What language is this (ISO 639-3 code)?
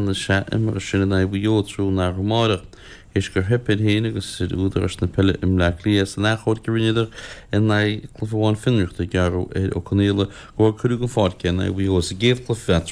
gle